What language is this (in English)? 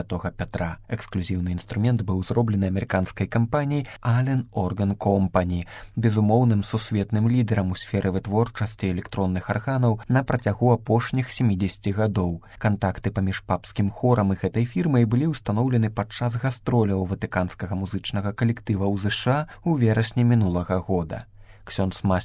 Belarusian